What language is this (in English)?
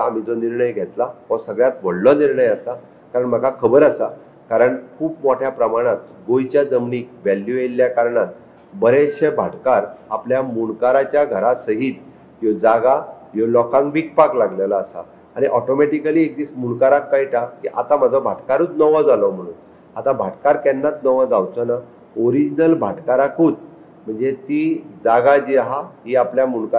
Konkani